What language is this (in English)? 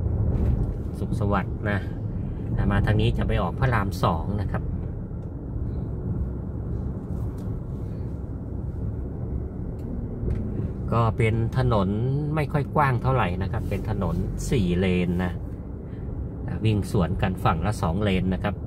Thai